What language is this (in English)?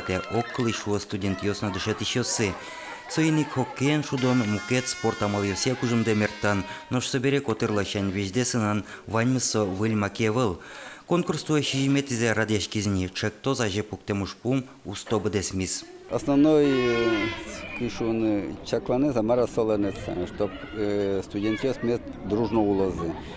Udmurt